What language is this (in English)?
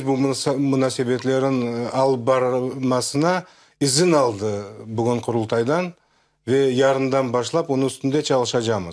Crimean Tatar